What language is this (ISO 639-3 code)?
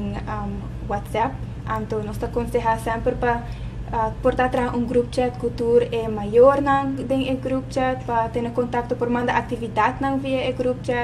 pap